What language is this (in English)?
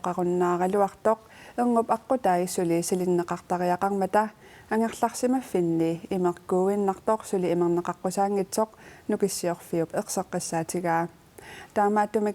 Kalaallisut